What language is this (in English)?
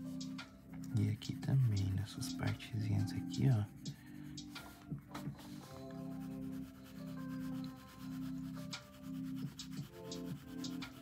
Portuguese